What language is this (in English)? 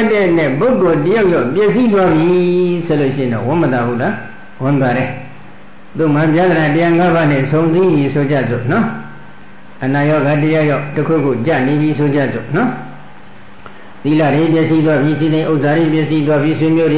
Burmese